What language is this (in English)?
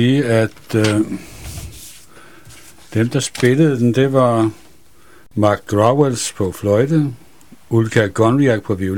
Danish